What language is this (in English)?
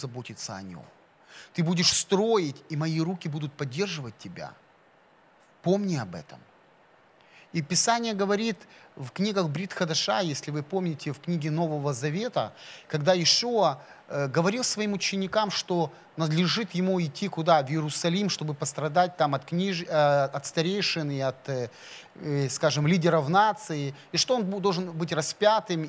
Russian